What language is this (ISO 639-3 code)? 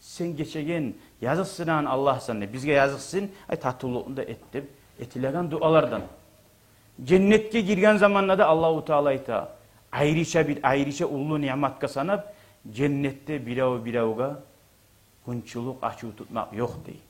kum